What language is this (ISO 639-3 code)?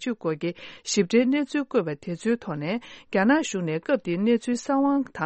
bod